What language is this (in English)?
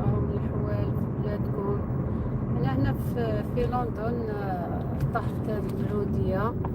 Algerian Arabic